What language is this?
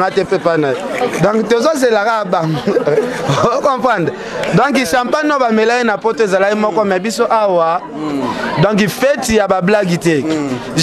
Lingala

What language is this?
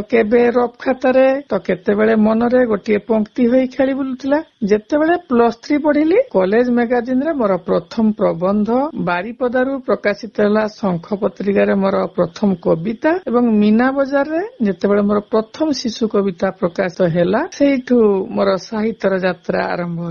Odia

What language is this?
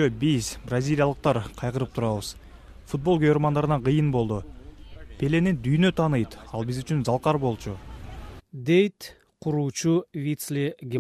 Kyrgyz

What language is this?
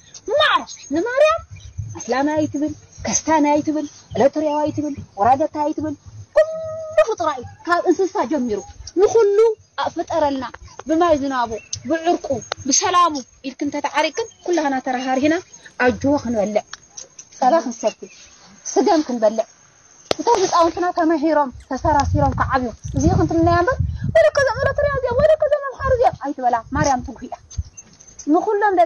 Tigrinya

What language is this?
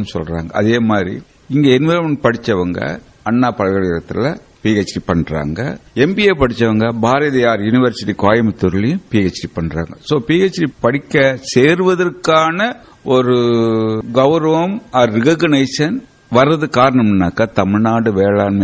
Tamil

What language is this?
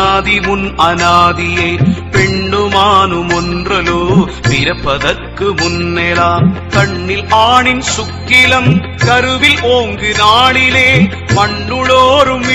Tamil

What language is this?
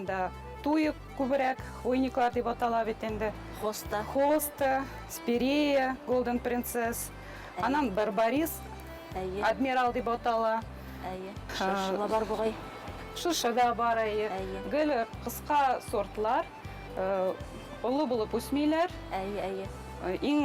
Bashkir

